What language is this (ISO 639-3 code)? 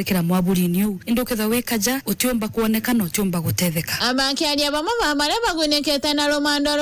mer